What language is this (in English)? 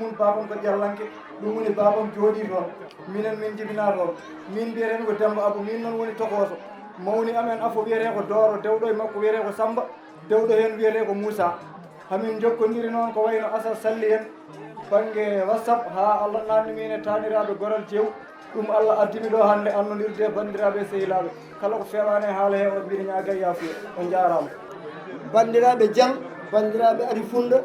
Fula